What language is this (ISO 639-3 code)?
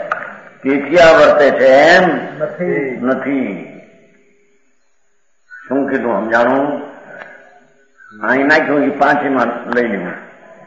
guj